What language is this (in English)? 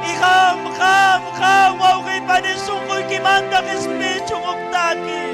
Ayacucho Quechua